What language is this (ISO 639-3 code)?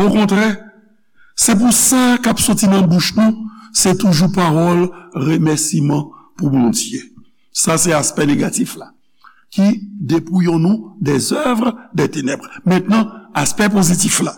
hat